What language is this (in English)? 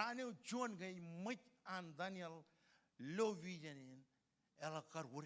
Marshallese